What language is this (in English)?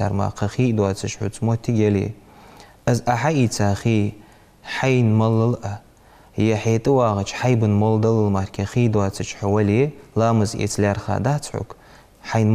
Ingush